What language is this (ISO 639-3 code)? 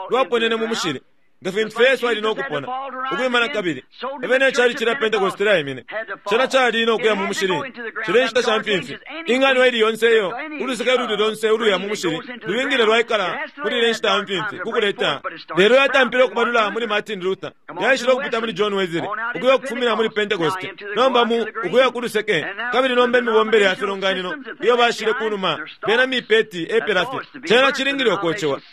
bem